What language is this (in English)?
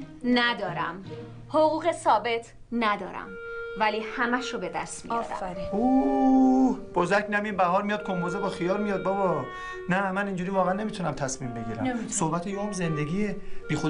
Persian